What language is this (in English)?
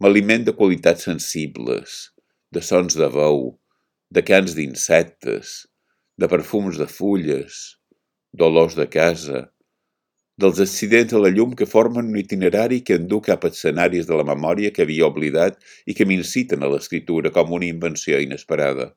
Catalan